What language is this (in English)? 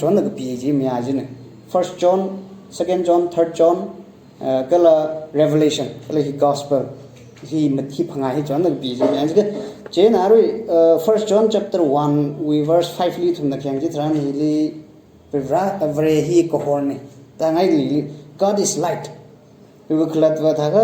Tangkhul Naga (India)